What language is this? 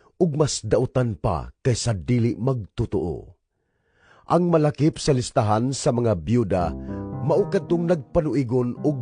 Cebuano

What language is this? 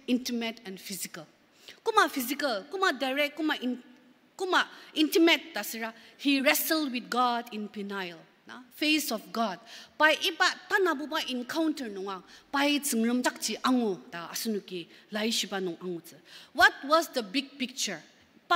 Ao Naga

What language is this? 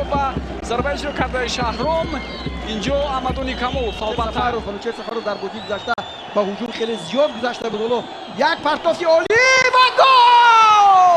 Tajik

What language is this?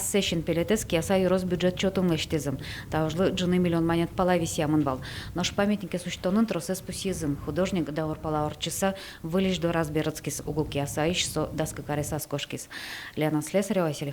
Udmurt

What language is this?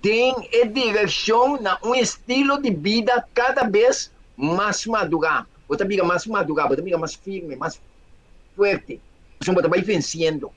Papiamento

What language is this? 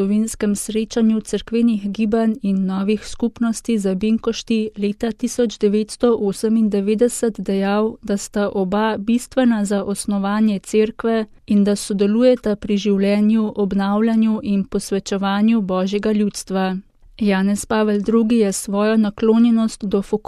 Slovenian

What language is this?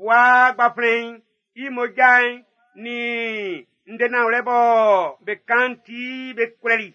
Baoulé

